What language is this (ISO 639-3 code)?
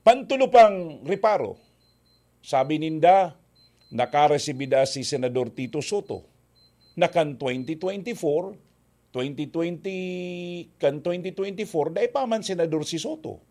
bik